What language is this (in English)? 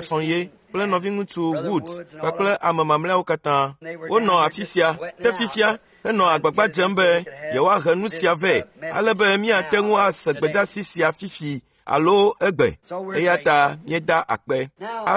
Ewe